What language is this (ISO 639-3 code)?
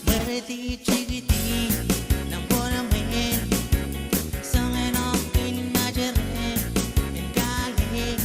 pon